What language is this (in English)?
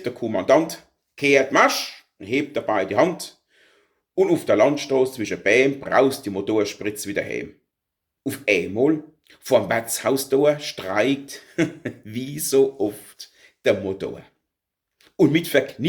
Palatine German